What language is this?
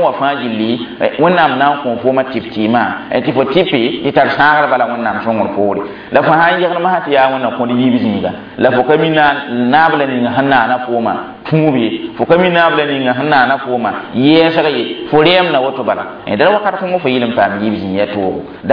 Mossi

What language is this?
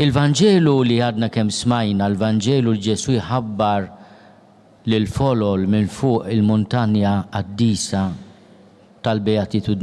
Maltese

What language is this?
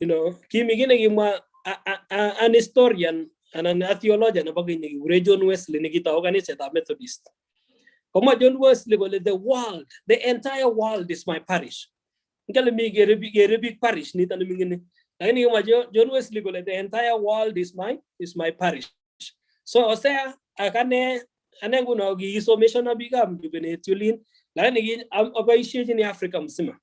Kalenjin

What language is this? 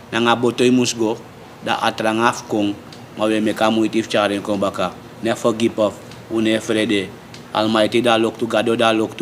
Sranan Tongo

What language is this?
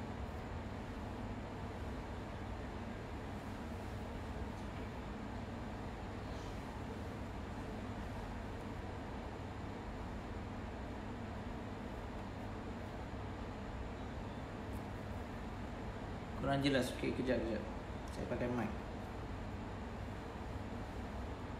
Malay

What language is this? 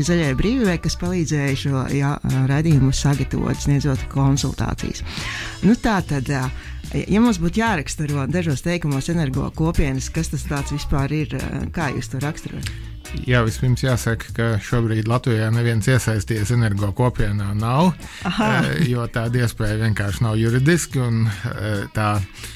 Latvian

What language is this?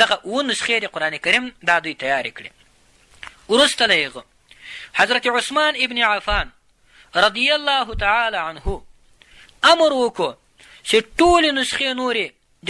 Pashto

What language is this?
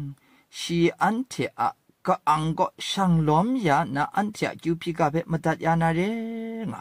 Kachin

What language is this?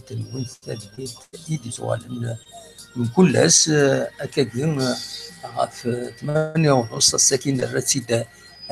Kabyle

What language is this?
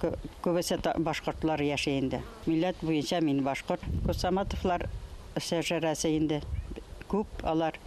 Bashkir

